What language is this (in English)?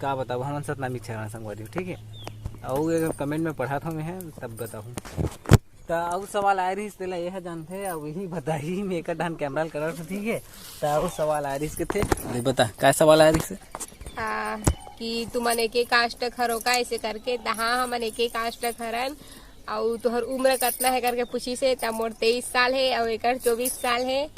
Chhattisgarhi